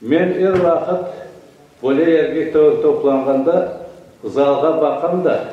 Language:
Crimean Tatar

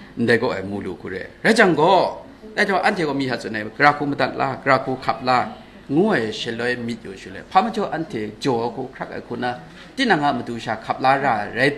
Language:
Kachin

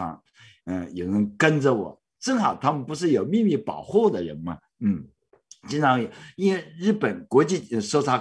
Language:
Chinese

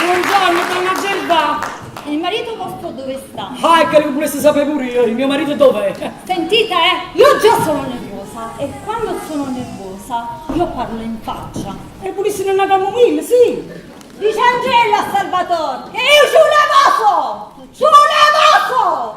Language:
Neapolitan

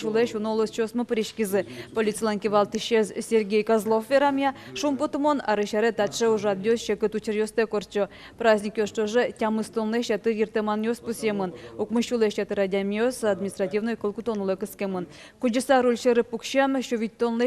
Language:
Udmurt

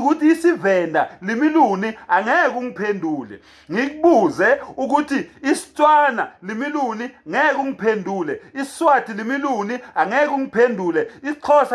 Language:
Zulu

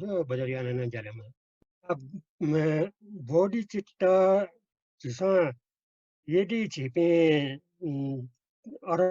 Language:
Newari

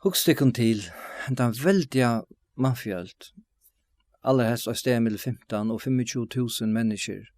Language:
Faroese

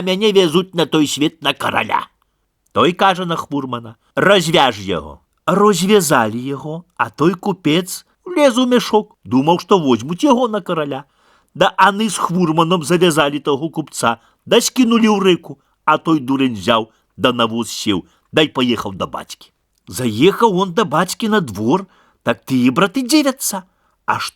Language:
Belarusian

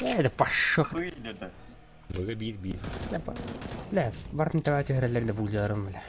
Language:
Yakut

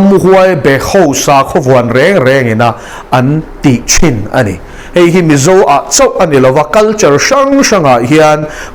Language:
Mizo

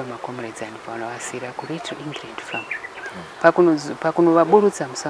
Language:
Shona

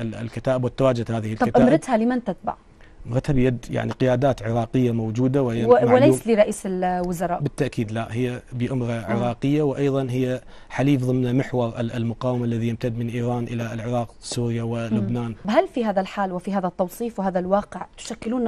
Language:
Mesopotamian Arabic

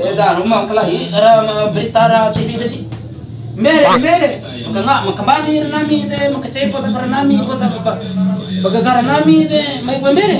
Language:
Bima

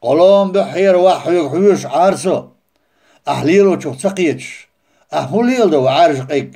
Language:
Chechen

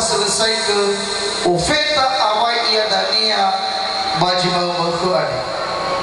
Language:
Nias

